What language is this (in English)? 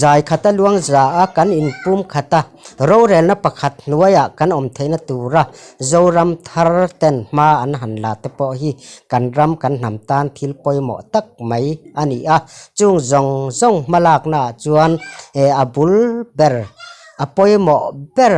Mizo